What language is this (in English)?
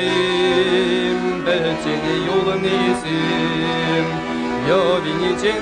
Chuvash